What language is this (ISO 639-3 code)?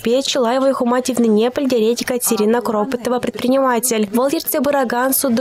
chv